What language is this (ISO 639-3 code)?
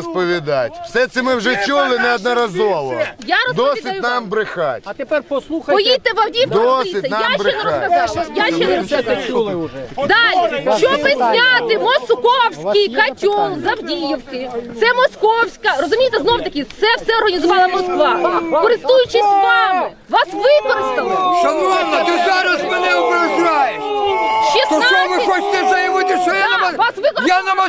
ukr